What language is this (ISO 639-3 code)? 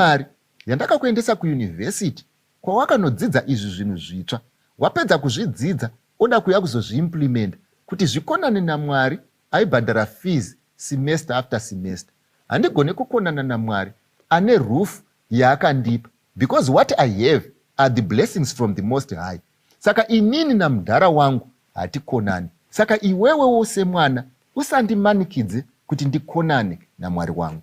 sna